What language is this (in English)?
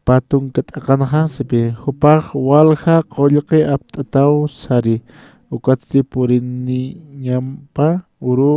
Aymara